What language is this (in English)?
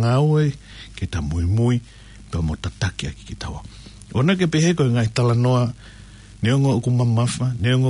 Tongan